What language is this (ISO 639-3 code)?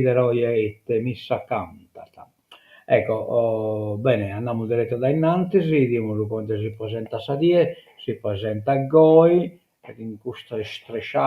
srd